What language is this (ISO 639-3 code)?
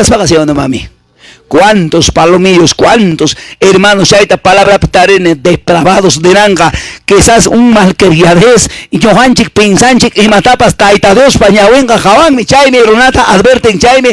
que